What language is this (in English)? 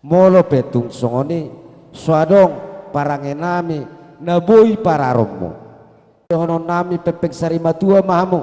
Batak Toba